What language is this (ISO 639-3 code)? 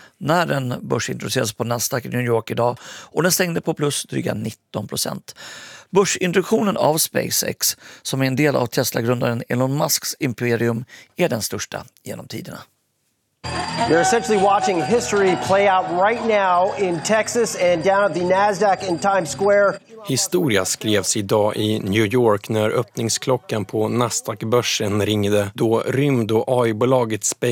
swe